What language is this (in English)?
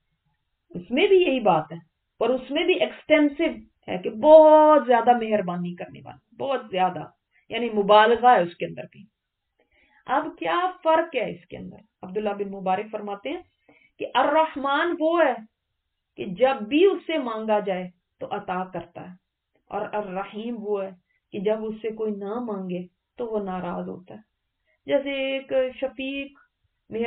Urdu